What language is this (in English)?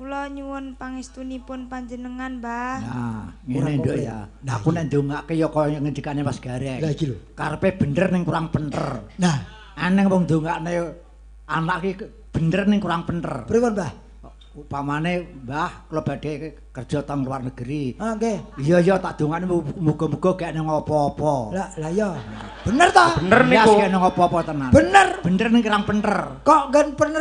Javanese